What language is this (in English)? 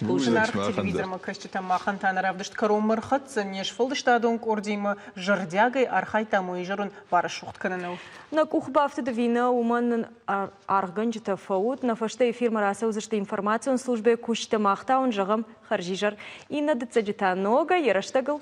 Ossetic